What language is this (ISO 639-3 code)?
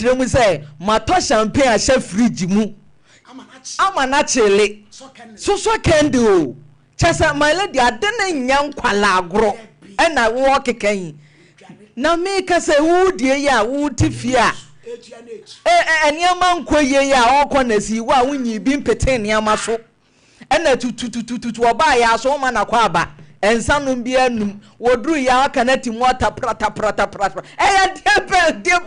aka